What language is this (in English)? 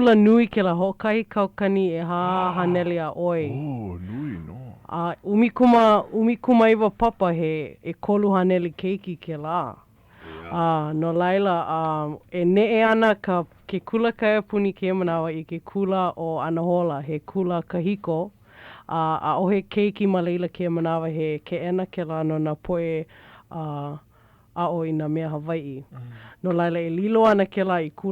Hawaiian